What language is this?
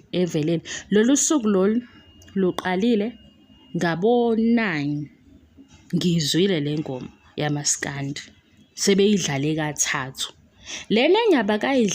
Zulu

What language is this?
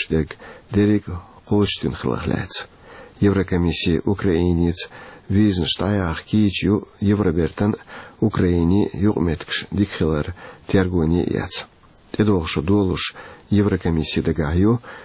Chechen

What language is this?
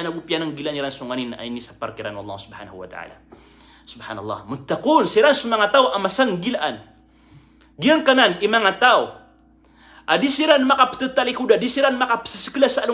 Maranao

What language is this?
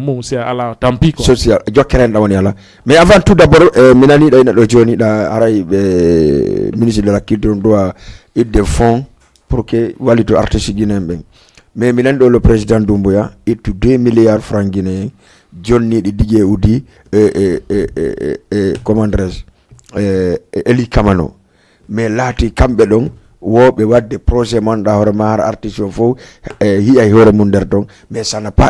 Fula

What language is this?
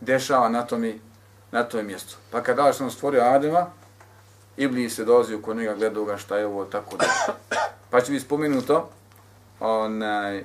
Bosnian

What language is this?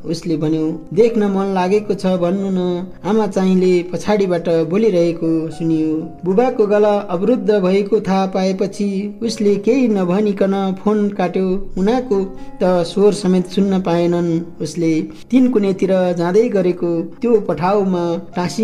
Nepali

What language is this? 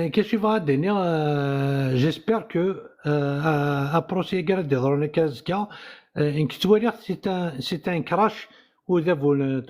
Kabyle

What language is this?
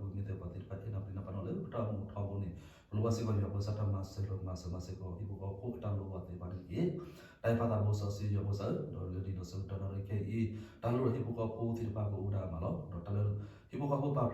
S'gaw Karen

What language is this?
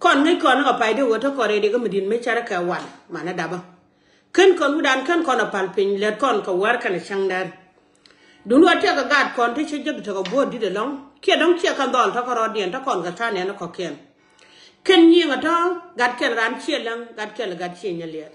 Nuer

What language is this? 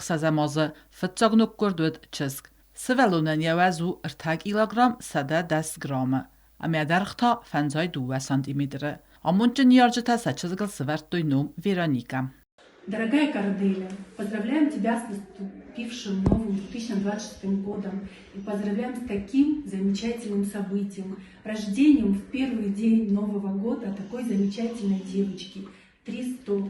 Ossetic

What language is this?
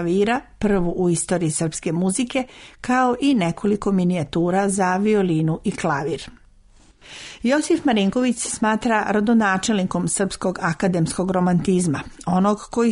Serbian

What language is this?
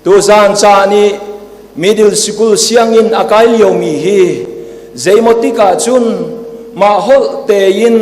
Hakha Chin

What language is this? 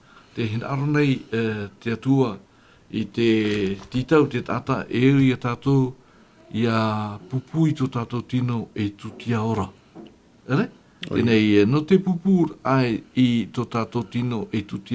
Tahitian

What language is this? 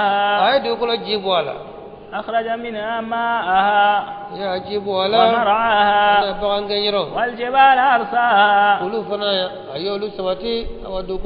Bambara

